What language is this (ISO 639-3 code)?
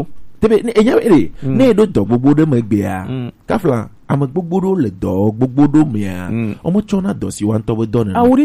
gej